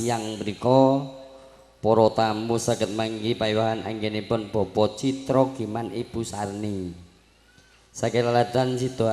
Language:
Javanese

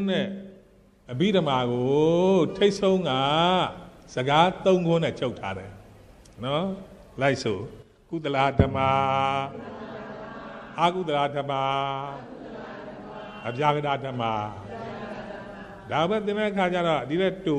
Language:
Burmese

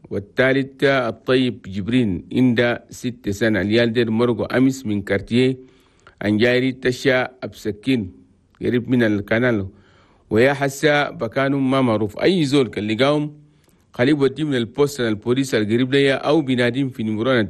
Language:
Chadian Arabic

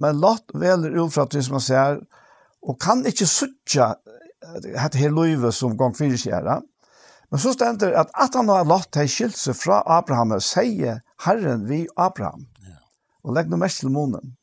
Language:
Faroese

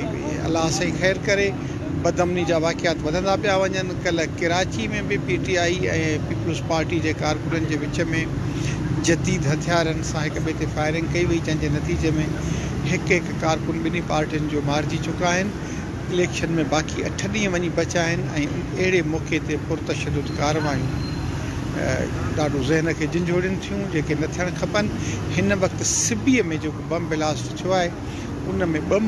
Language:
Sindhi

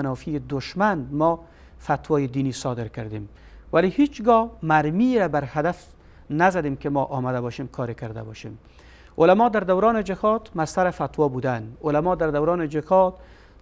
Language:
Persian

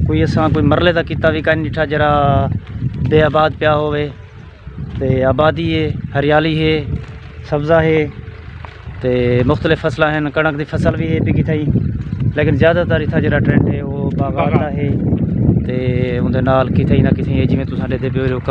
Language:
Saraiki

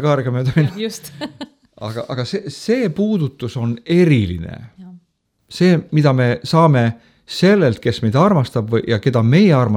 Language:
Estonian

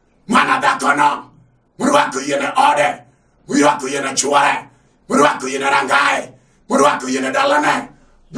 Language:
Luo (Kenya and Tanzania)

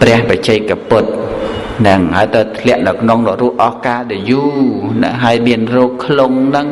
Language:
Khmer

